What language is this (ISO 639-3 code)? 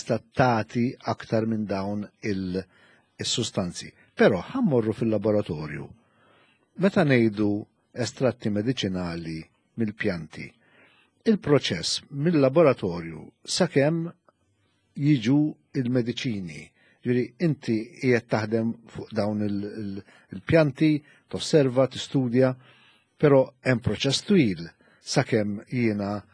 mlt